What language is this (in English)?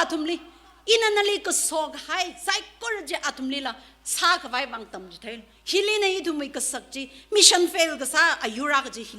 Tangkhul Naga (India)